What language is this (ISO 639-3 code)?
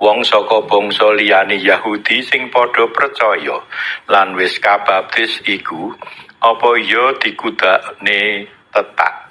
jav